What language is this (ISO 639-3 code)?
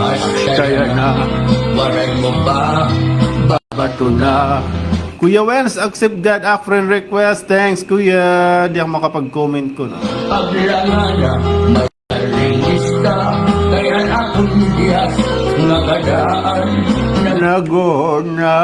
war